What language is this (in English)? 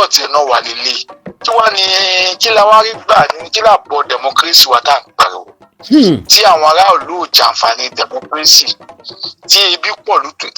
Yoruba